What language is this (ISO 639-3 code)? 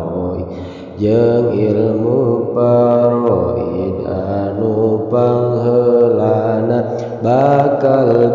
sun